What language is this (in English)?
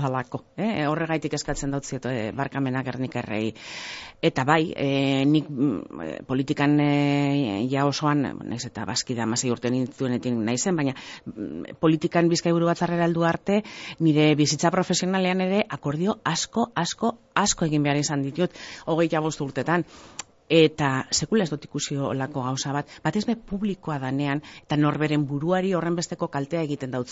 Basque